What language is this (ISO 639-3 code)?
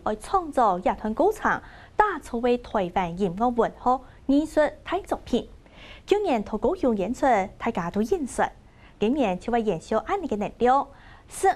hak